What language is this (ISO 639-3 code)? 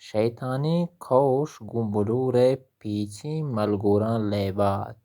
bal